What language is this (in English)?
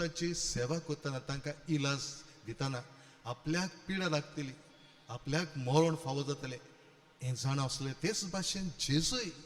Konkani